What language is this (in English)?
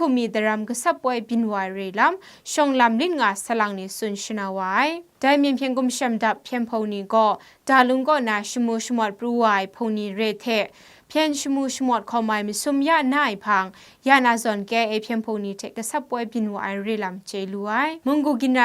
Kachin